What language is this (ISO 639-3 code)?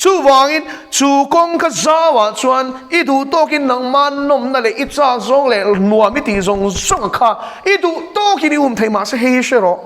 lus